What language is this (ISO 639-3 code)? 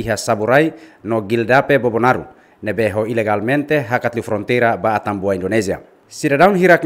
tet